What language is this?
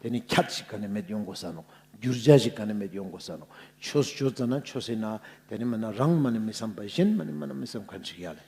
Ladakhi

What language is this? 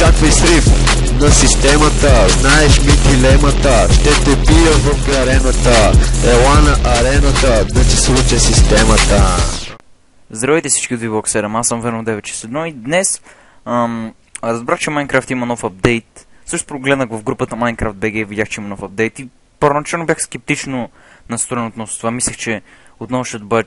Bulgarian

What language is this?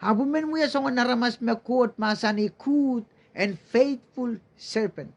Pohnpeian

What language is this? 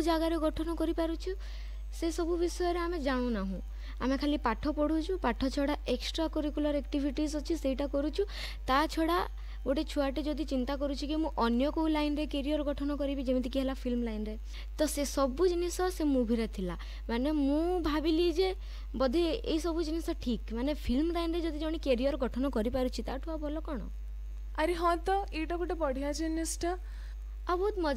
Odia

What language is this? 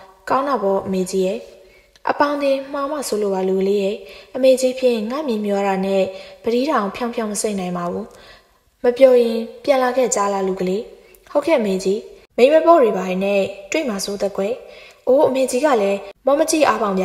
Burmese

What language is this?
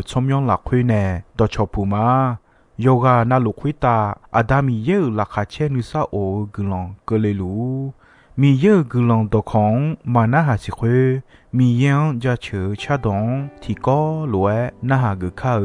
Akha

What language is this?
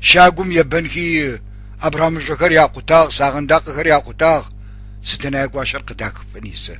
Adyghe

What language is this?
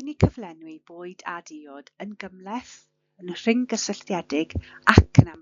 Welsh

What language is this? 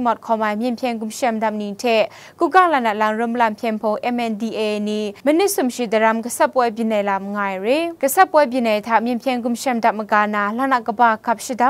Kachin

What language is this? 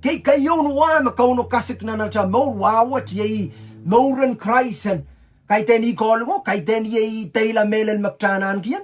Pohnpeian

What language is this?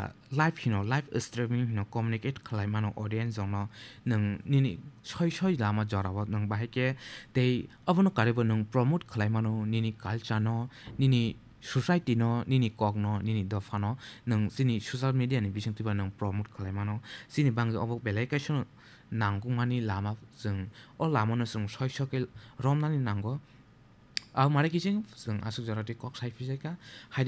Kok Borok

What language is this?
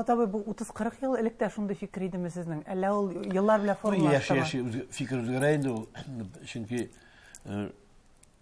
Tatar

